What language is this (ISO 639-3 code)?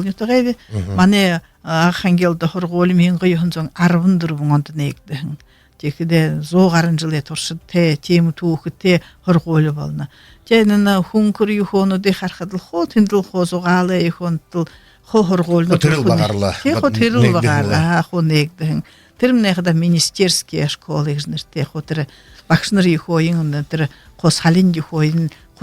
bua